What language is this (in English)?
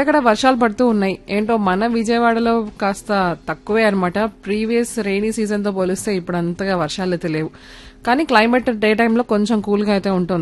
Telugu